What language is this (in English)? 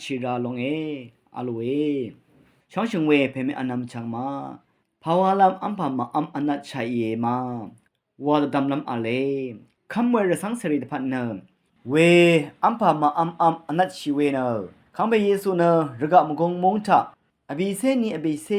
Rawang